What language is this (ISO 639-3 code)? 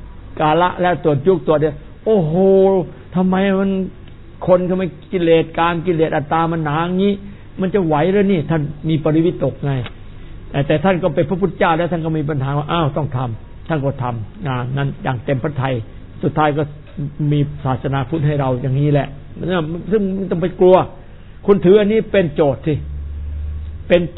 tha